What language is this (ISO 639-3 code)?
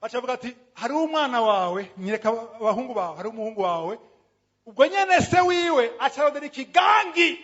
run